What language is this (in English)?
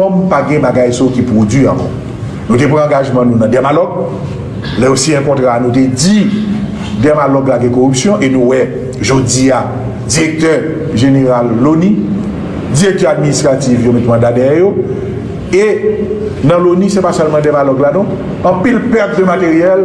Haitian Creole